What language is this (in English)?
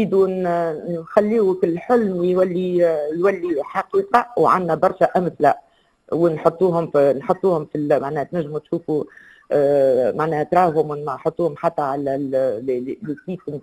Tunisian Arabic